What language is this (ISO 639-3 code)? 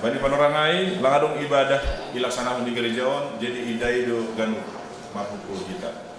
bts